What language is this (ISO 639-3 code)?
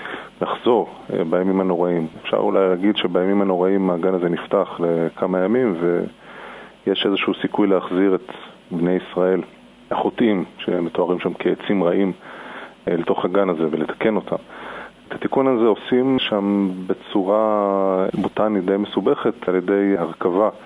heb